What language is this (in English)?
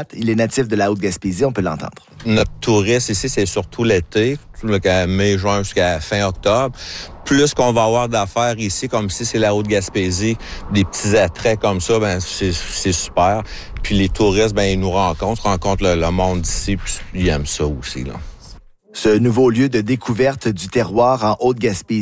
French